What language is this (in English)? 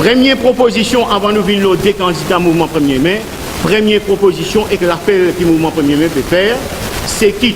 Morisyen